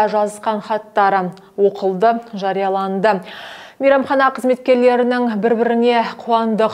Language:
Kazakh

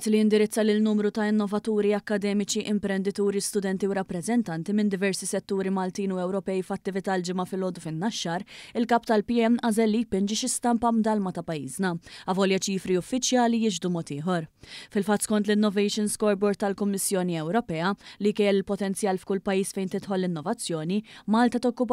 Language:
Maltese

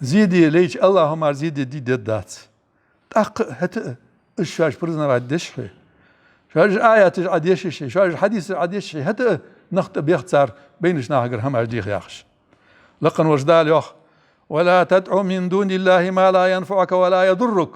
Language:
Ingush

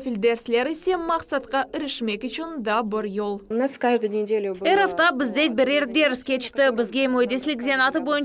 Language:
Crimean Tatar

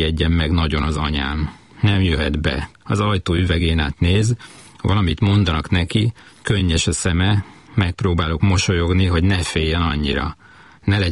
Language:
Hungarian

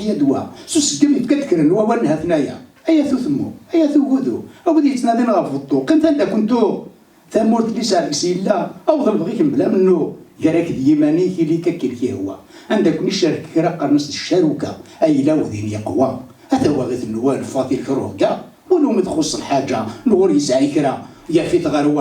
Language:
Kabyle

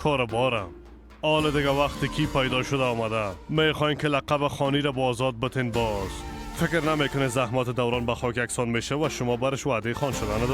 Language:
Persian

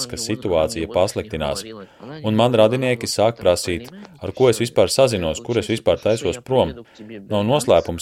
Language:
Latvian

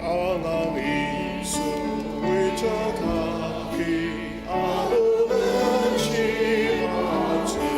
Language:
Ao Naga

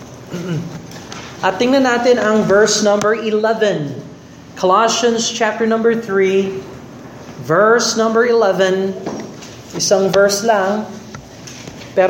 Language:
Filipino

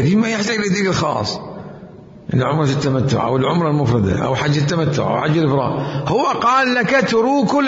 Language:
Mesopotamian Arabic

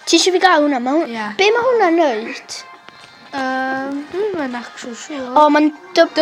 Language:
Welsh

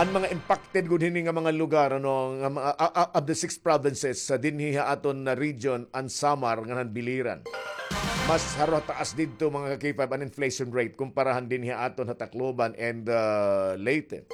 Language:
Waray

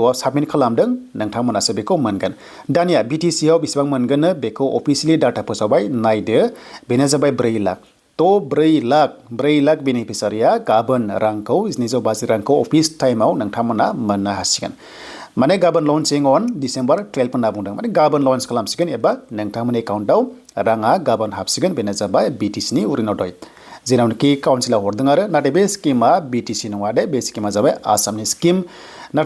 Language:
Bodo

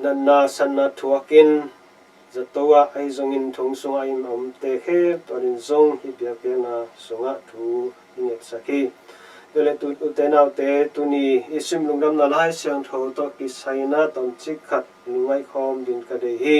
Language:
Tedim Chin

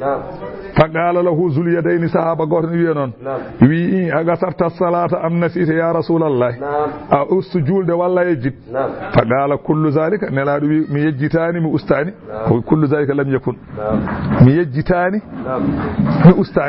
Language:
Fula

